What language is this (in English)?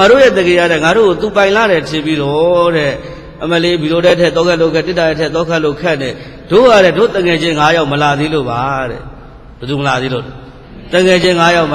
Burmese